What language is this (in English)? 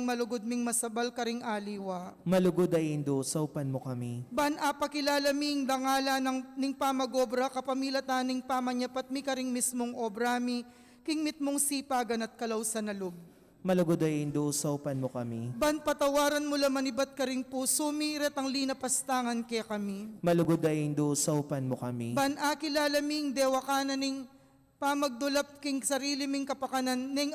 Pampanga